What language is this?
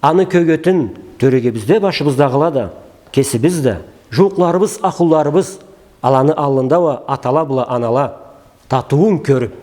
Karachay-Balkar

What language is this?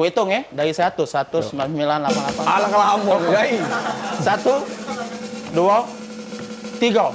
Musi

